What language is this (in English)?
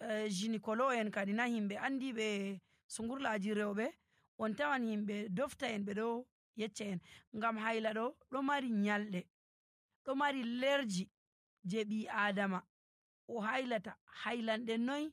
Nigerian Fulfulde